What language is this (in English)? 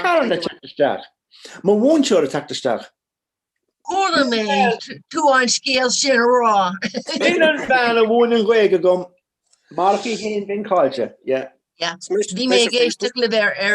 Irish